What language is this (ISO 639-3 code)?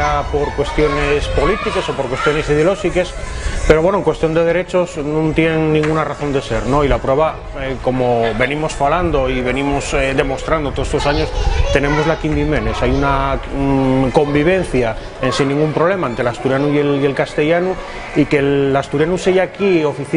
ast